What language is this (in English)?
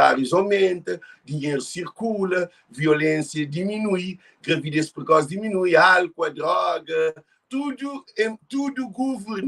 Kabuverdianu